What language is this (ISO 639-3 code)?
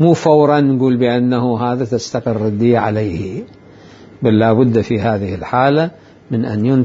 acm